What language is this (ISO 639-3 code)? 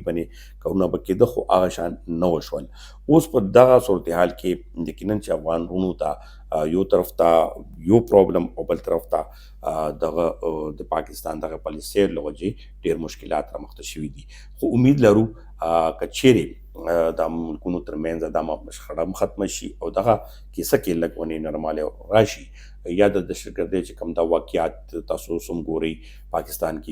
pus